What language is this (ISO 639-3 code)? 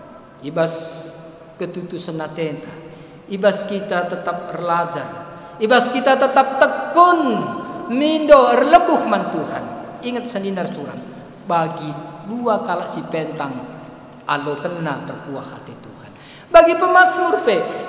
btx